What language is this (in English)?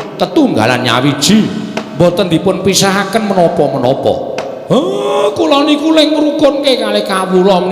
Javanese